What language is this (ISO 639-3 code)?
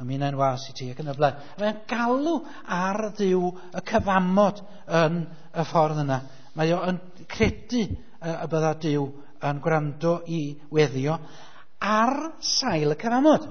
cym